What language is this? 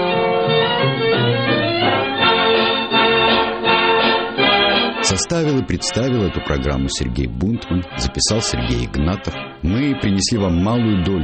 Russian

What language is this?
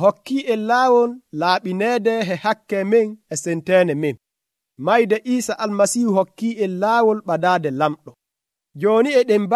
Nigerian Fulfulde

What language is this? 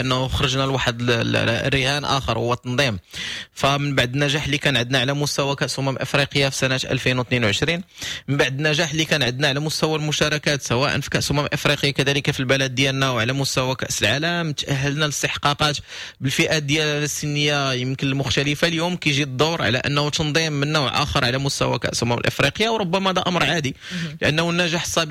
Moroccan Arabic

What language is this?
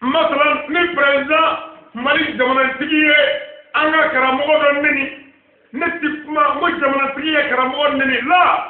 Bambara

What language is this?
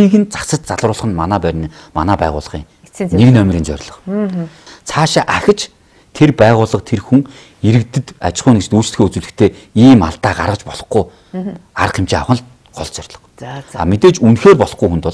Mongolian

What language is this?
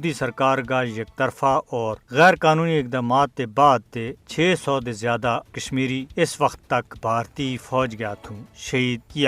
Gujari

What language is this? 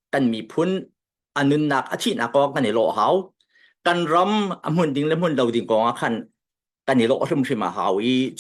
Hakha Chin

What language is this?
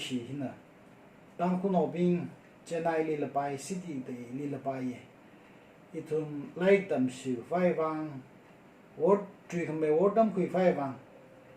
Tangkhul Naga (India)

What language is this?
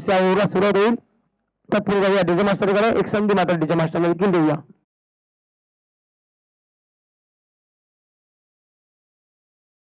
Marathi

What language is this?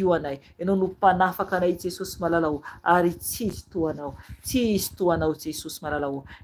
Malagasy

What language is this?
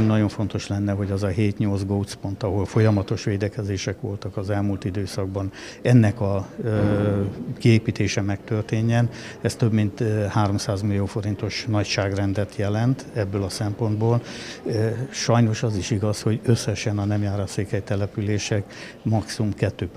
Hungarian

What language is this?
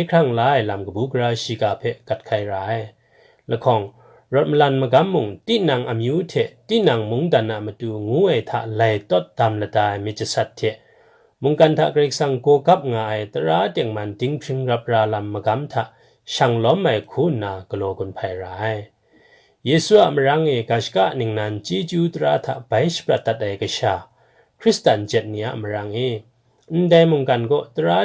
Kachin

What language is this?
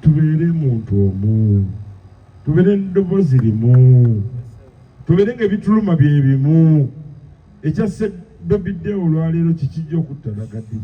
Ganda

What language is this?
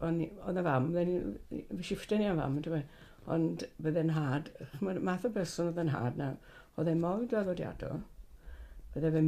Welsh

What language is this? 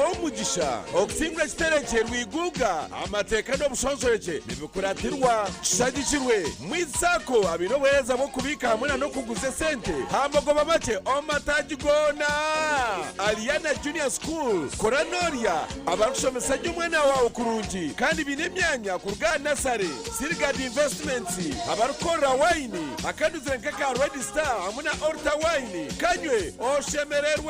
Nyankole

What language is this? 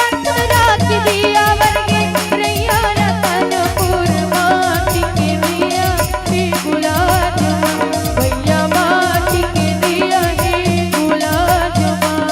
Chhattisgarhi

